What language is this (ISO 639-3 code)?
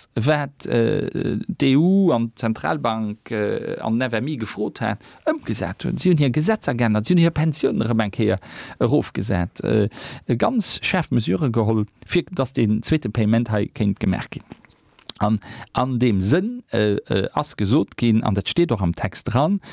ltz